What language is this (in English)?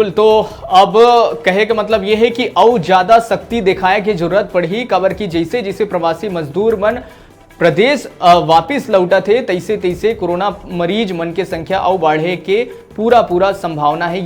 Chhattisgarhi